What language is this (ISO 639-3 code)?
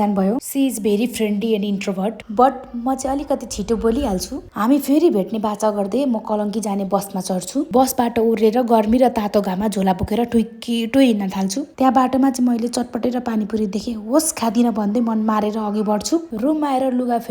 nep